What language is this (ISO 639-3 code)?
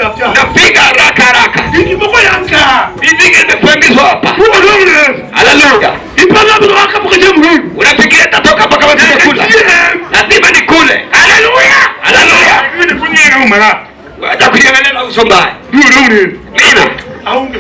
luo